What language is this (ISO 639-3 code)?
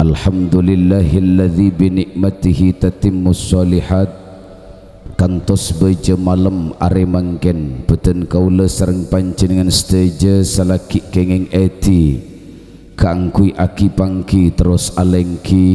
mad